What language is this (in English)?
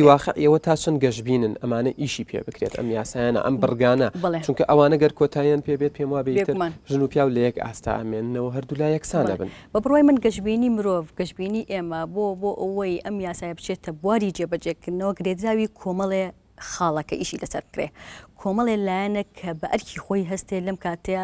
Central Kurdish